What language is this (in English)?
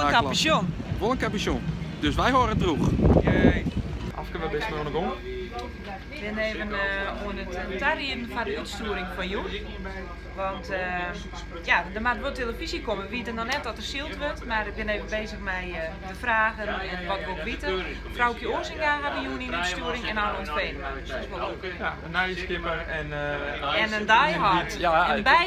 Western Frisian